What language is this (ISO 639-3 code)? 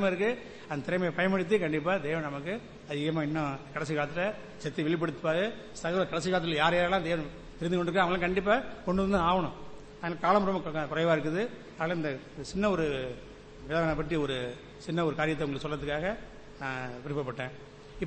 tam